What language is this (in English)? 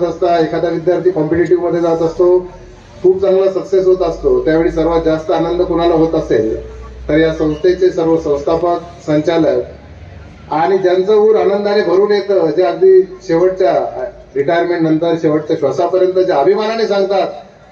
Marathi